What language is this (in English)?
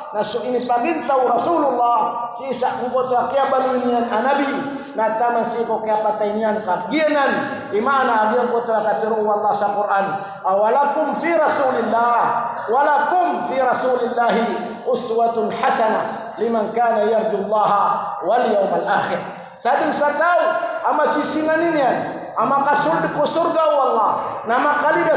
Maranao